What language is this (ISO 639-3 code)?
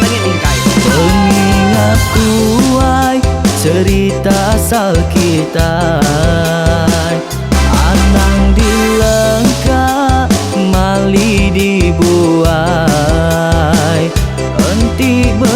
iba